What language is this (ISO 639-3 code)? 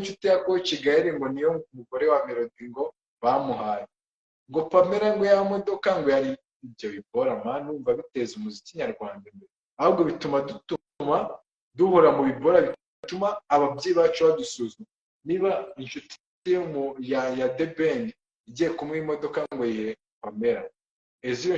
kin